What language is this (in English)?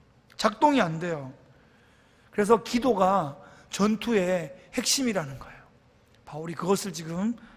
Korean